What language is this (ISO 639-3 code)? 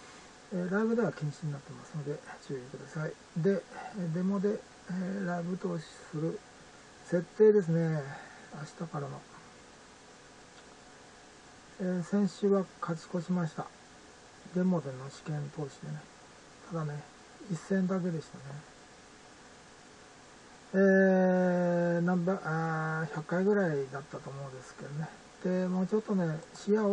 jpn